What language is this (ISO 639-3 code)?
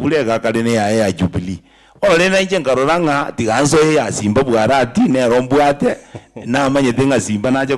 guz